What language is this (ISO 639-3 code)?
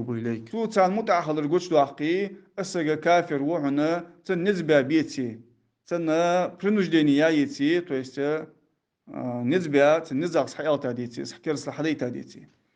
inh